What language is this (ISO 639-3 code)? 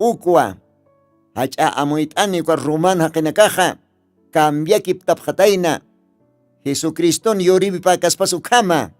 aym